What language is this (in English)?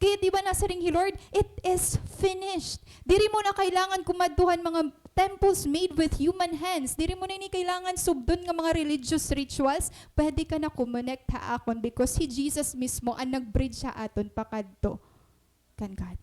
Waray